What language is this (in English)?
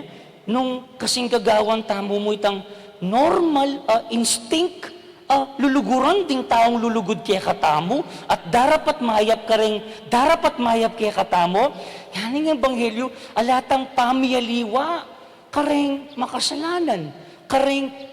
Pampanga